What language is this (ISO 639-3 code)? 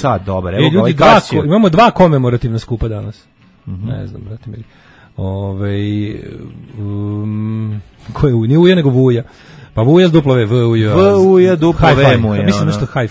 srp